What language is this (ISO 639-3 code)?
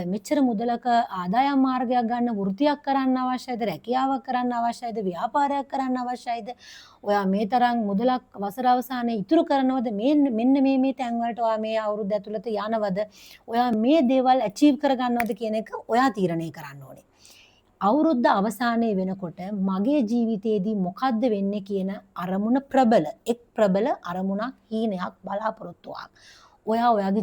sin